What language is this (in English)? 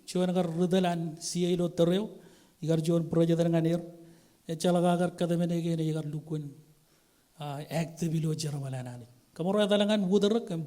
Marshallese